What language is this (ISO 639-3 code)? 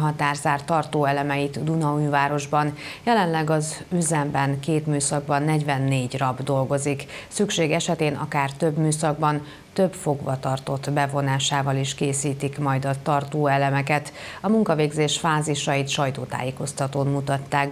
hun